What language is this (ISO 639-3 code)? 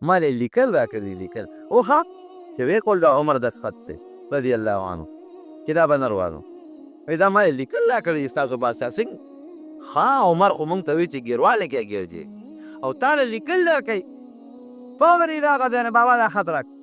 pus